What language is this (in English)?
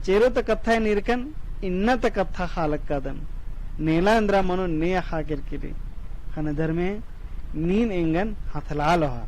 Kurukh